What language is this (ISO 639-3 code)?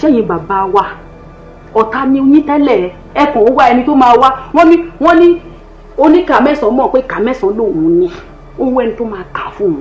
yor